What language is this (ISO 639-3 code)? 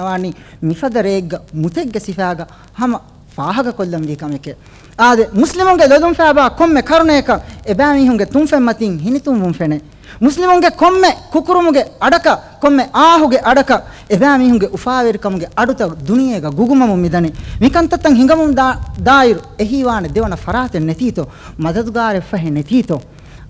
div